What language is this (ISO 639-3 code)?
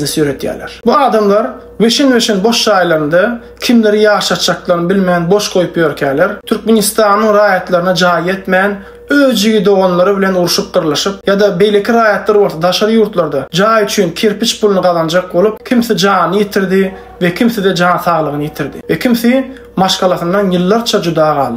tuk